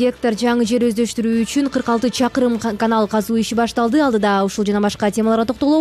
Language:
Kyrgyz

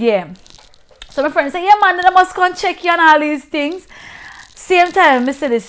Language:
Jamaican Creole English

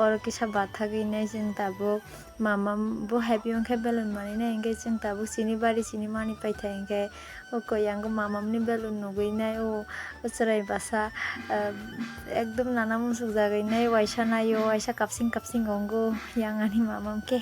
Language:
Kok Borok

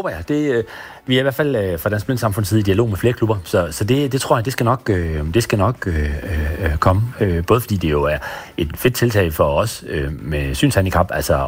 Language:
Danish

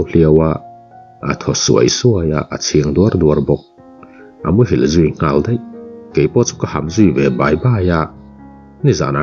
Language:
Mizo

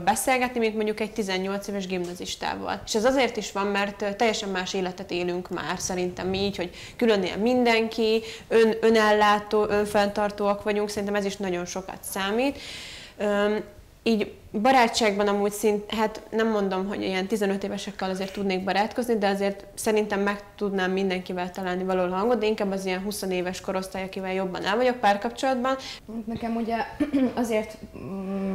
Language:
Hungarian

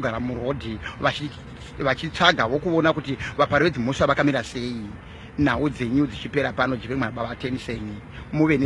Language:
Shona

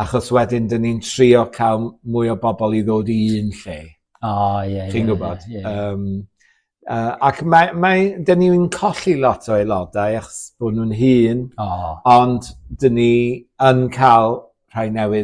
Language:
Welsh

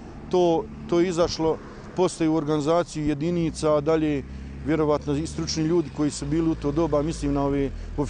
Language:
Bosnian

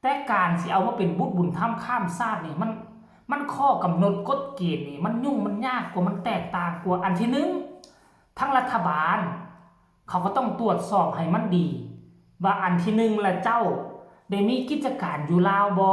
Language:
Northeastern Thai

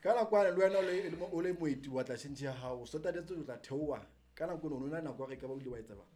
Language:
Southern Sotho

